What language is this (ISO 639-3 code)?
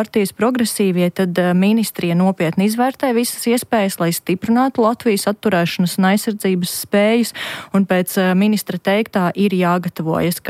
lav